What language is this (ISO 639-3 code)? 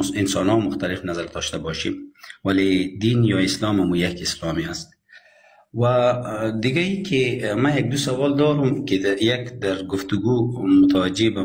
fas